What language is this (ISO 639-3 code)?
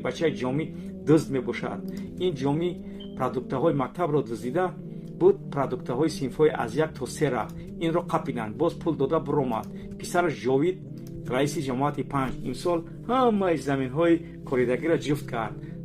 tgk